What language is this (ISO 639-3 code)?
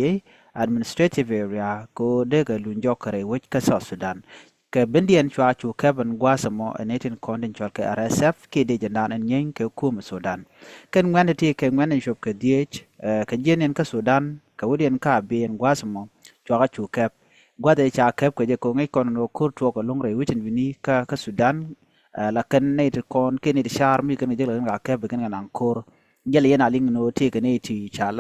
nus